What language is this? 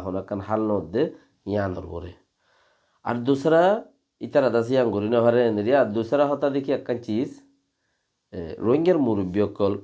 Rohingya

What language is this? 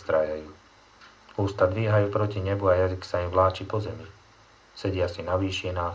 Slovak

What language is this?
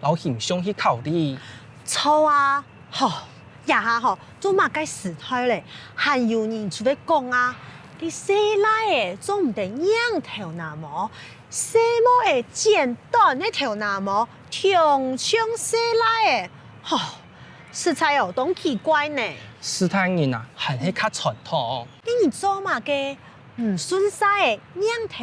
Hakka Chinese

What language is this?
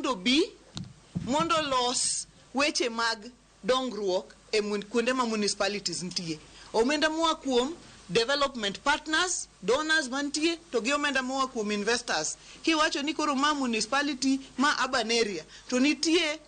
Luo (Kenya and Tanzania)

